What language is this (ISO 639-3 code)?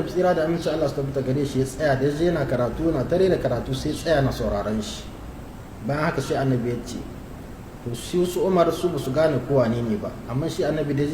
hau